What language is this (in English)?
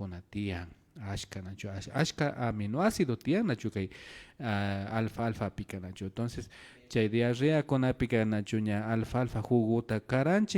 Imbabura Highland Quichua